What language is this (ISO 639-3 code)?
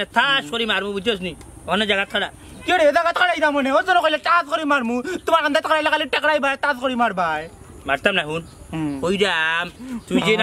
syl